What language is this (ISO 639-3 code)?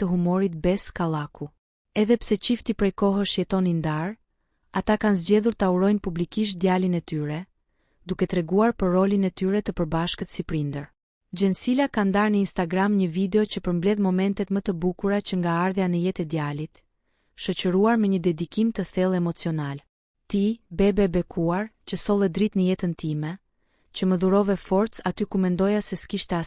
sqi